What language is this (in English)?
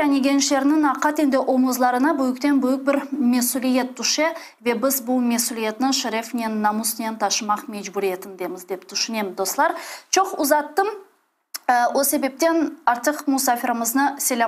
Crimean Tatar